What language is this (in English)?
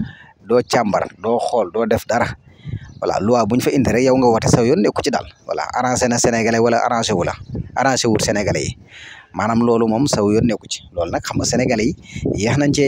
Wolof